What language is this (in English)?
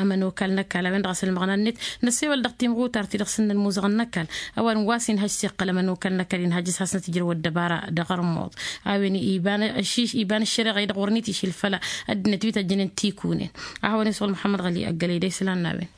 Tamasheq